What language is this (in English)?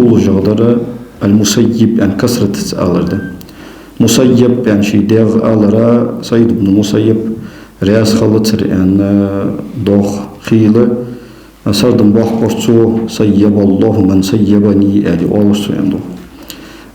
Ingush